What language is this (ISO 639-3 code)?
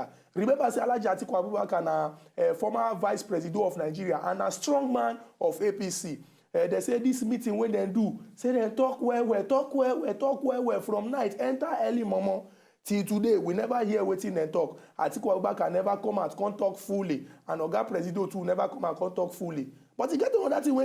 pcm